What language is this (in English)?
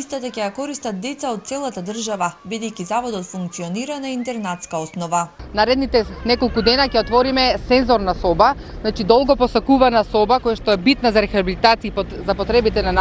Macedonian